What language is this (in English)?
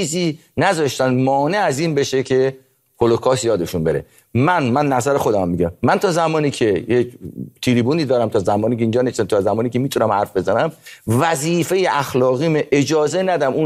Persian